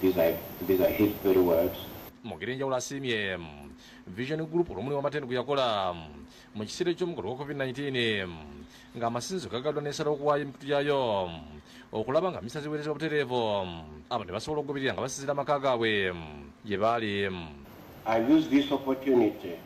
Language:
Ganda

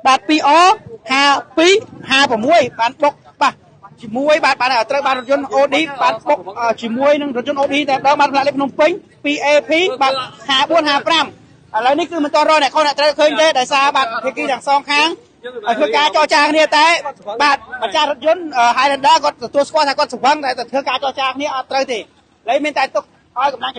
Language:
Khmer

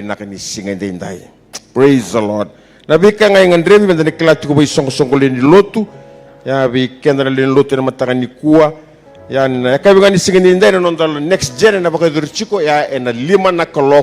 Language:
Fijian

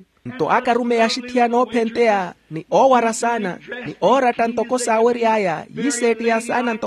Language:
Makhuwa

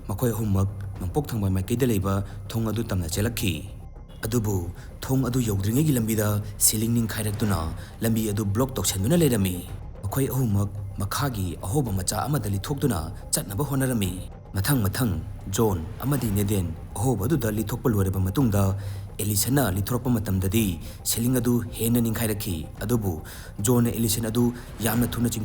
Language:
Manipuri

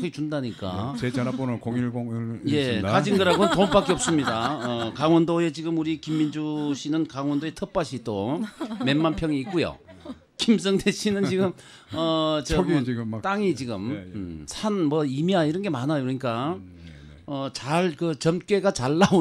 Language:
Korean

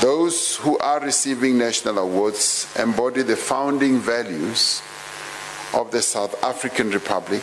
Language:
English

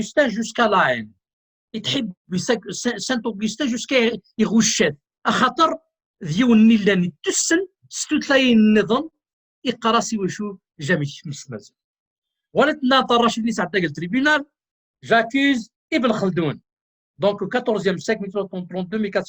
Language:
Kabyle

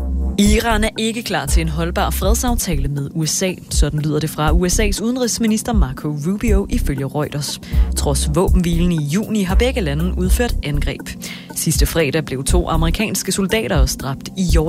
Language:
Danish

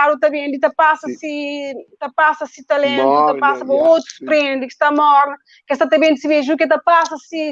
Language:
Kabuverdianu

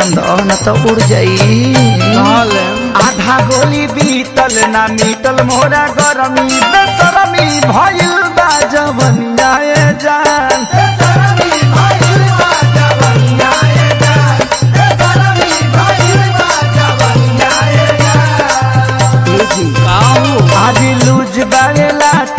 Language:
Bhojpuri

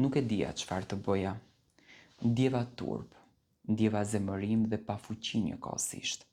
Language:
Albanian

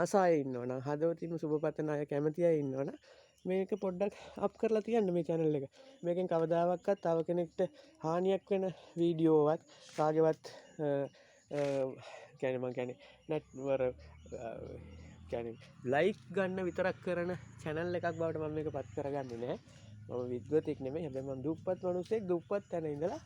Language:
Sinhala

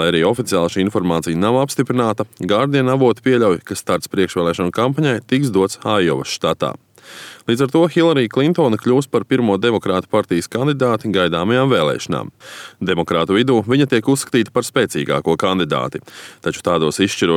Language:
Latvian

